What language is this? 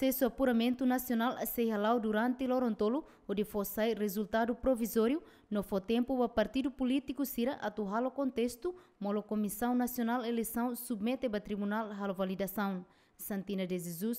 Tetum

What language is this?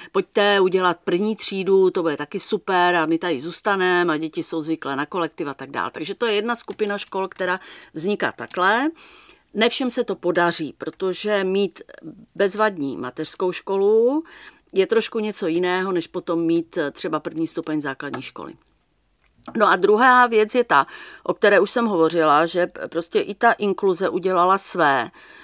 Czech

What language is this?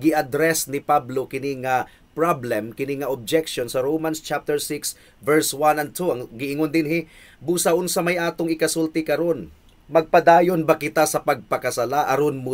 Cebuano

